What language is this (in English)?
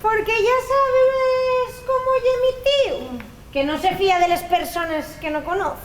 Asturian